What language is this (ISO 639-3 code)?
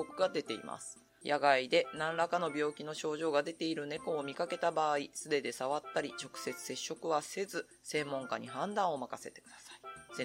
jpn